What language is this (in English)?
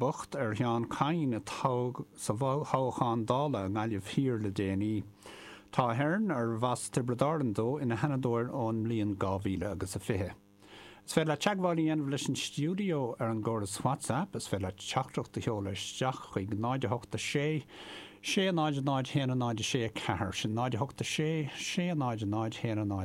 Irish